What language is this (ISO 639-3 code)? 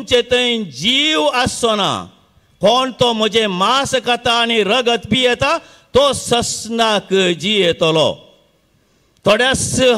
kok